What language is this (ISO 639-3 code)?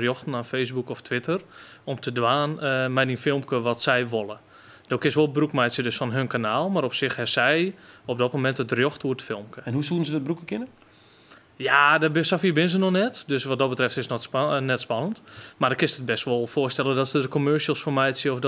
fry